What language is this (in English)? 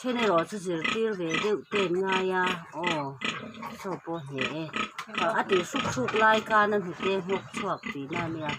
Mizo